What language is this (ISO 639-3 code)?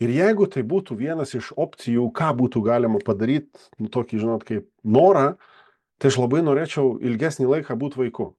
lit